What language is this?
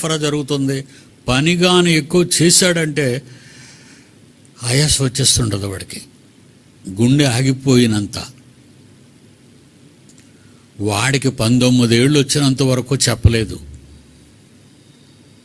Telugu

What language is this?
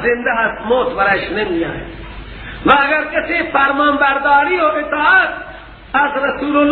Persian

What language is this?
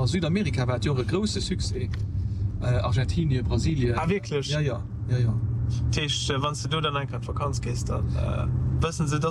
Luxembourgish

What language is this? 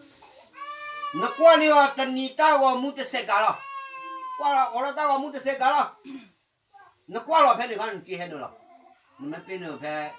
S'gaw Karen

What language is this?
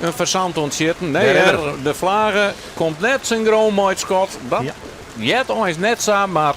Western Frisian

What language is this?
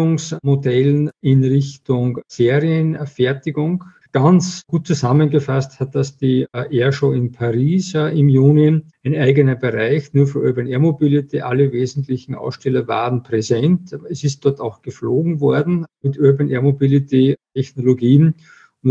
German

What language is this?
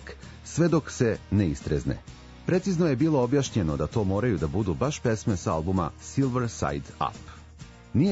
Serbian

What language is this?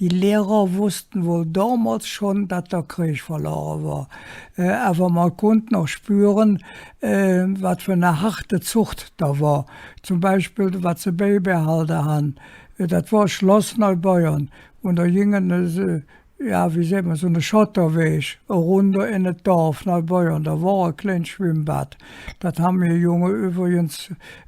Colognian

